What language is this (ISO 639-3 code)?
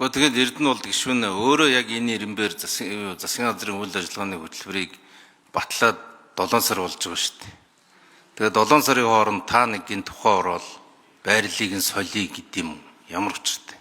mon